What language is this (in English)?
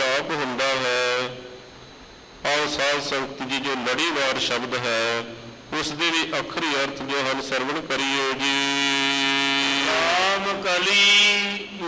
Punjabi